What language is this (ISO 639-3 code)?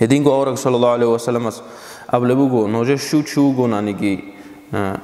ava